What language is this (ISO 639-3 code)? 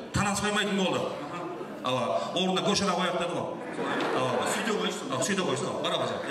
kaa